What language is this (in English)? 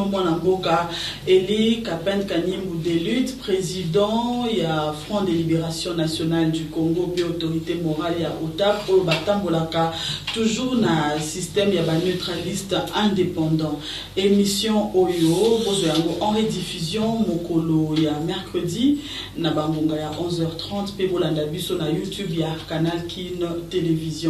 Lingala